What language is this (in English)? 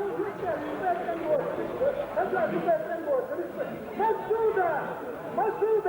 Chechen